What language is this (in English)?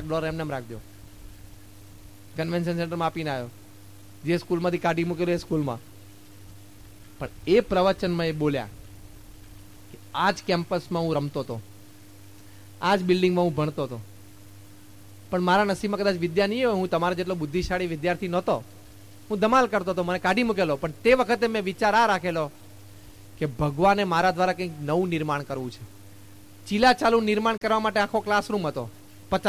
Gujarati